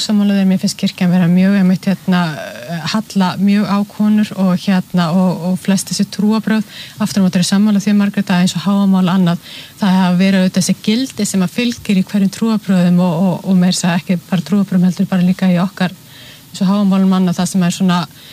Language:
Icelandic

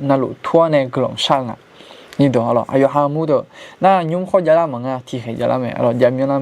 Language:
Akha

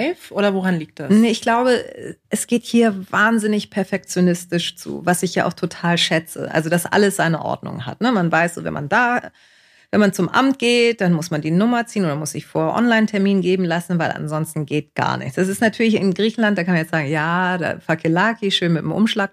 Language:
German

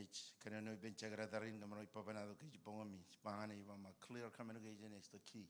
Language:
Marshallese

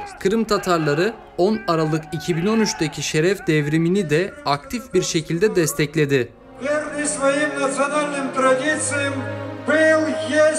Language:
Crimean Tatar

